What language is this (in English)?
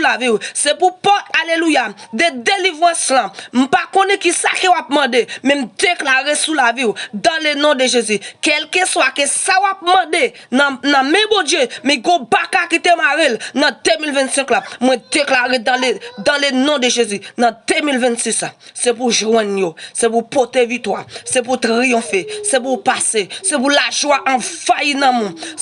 Haitian Creole